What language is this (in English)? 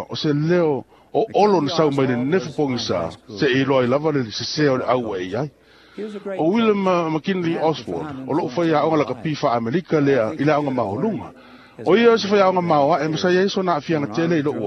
Samoan